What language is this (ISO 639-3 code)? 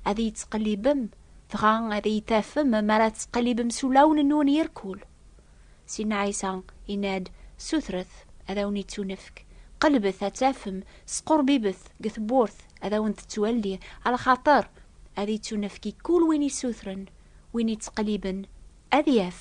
kab